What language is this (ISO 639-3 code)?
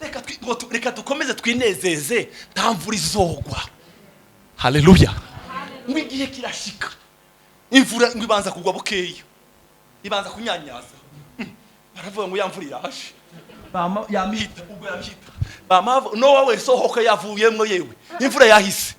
run